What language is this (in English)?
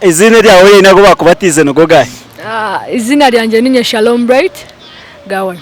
Nyankole